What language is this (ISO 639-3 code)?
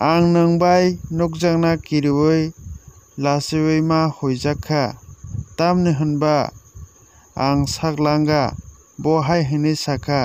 trp